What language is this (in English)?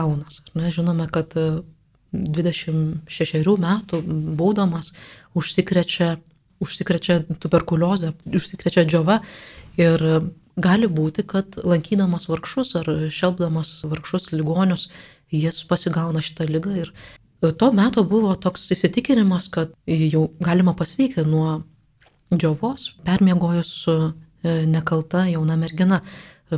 Lithuanian